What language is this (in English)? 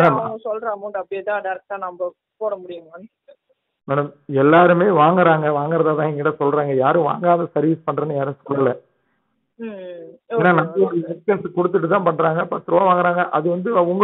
Tamil